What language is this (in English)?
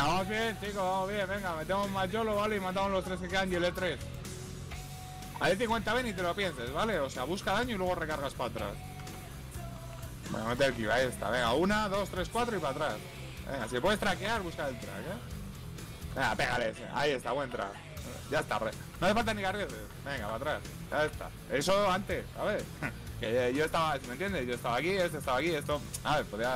Spanish